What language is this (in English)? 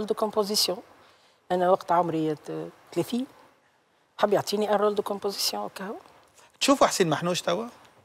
Tunisian Arabic